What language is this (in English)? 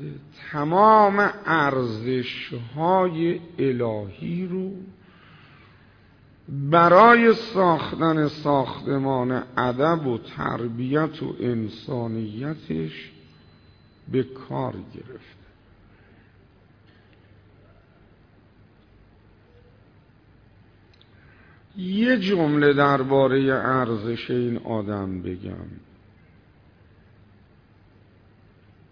Persian